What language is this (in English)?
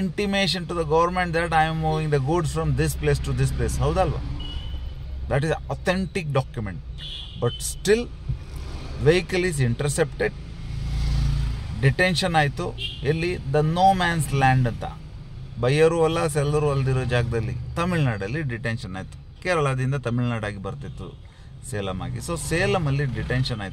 Kannada